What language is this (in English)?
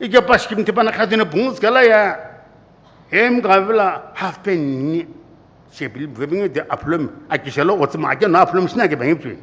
Sumi Naga